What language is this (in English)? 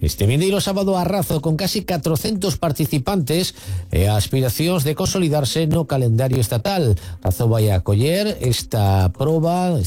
Galician